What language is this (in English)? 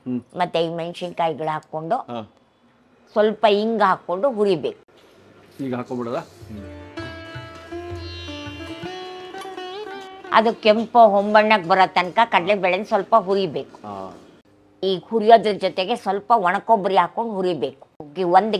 Kannada